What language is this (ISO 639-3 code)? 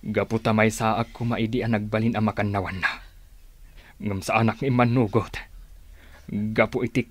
ilo